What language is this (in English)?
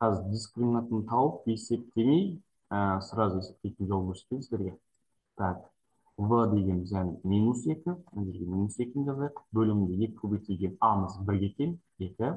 Kazakh